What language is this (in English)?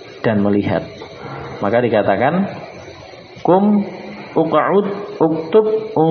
Indonesian